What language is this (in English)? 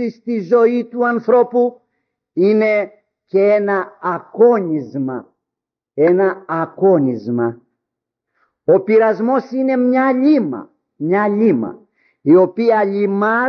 Greek